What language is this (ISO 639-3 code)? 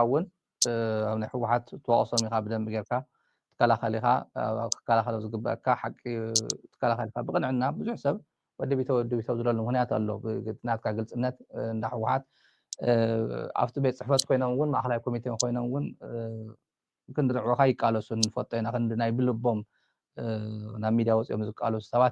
tir